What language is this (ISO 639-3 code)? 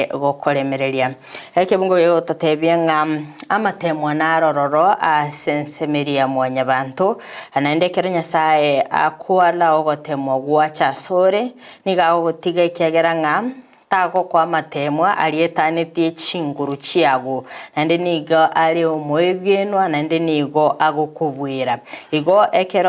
guz